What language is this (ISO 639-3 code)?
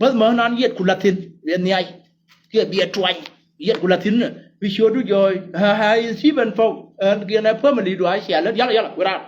nus